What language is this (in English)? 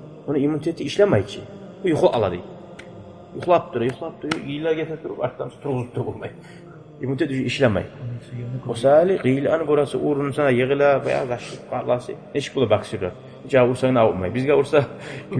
Kumyk